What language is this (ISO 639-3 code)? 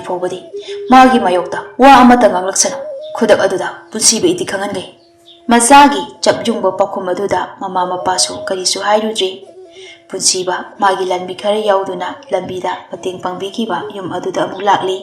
mni